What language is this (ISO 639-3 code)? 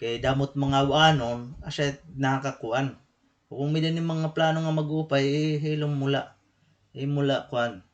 war